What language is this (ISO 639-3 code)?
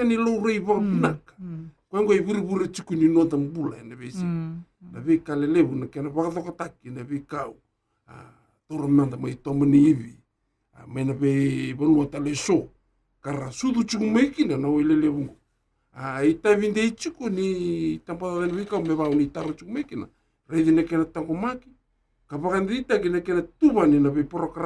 fij